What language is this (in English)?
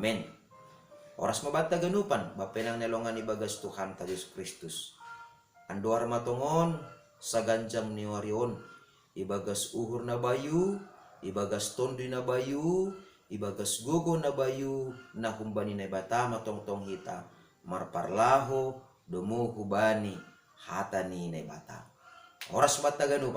Batak Simalungun